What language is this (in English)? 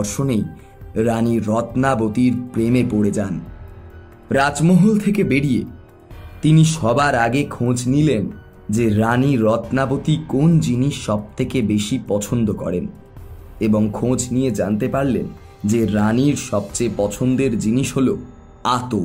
Bangla